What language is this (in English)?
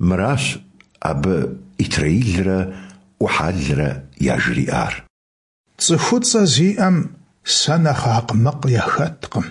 Kabardian